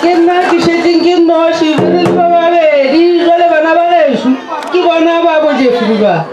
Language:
Northern Sotho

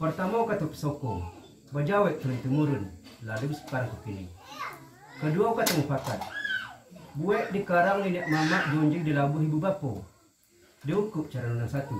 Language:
Minangkabau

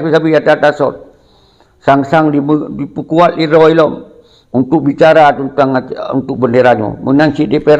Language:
Achinese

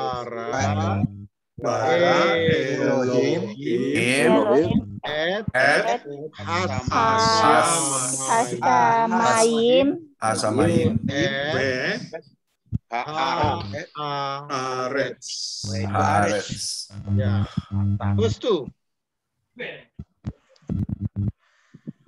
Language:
Indonesian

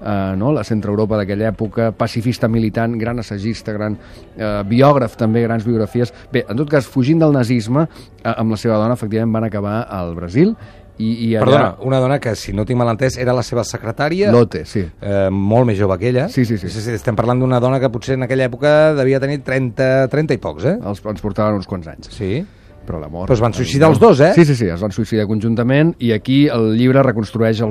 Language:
Catalan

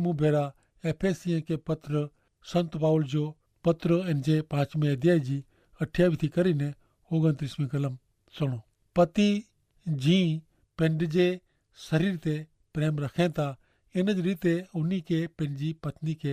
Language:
Kachhi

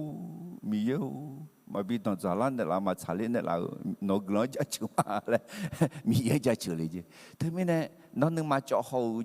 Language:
Akha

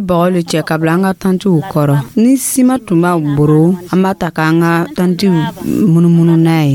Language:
Dyula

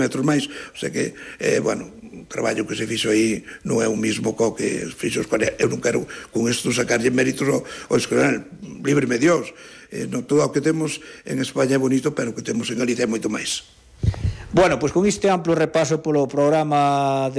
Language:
Galician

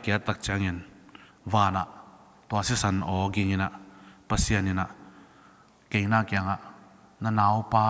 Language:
Tedim Chin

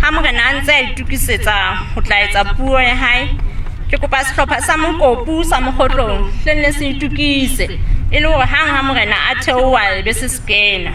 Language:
Southern Sotho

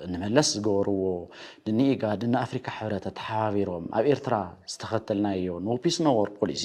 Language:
Tigrinya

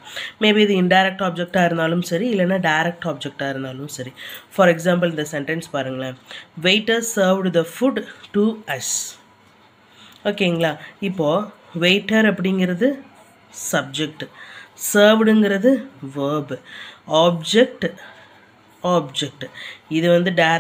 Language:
Tamil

